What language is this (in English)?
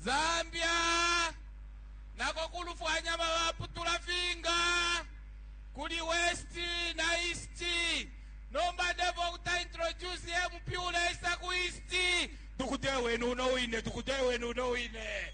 Bemba